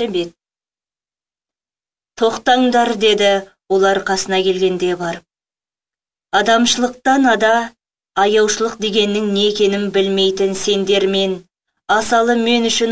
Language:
Kazakh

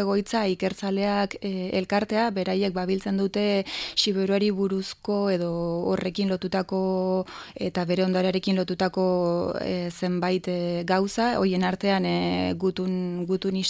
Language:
Basque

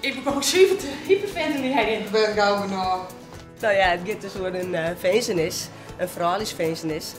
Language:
Western Frisian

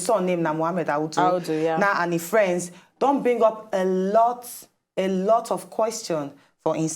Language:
Nigerian Pidgin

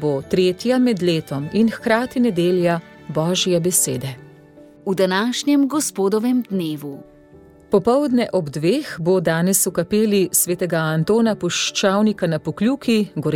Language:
Slovenian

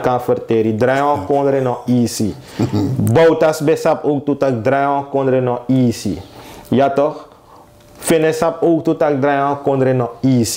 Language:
Sranan Tongo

